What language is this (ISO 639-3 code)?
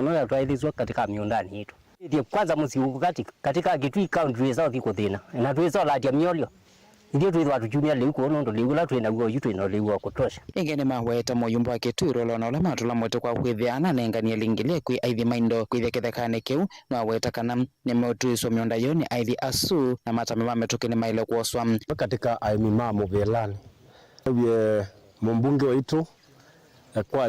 kam